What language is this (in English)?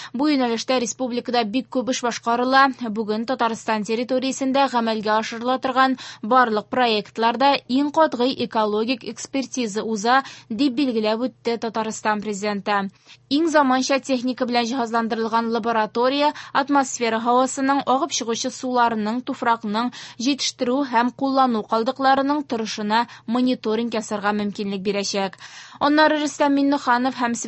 Tatar